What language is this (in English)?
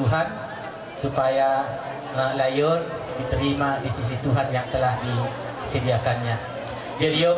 Batak Toba